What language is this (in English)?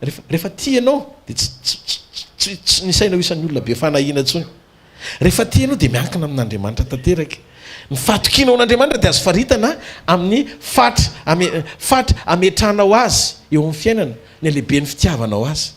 Malagasy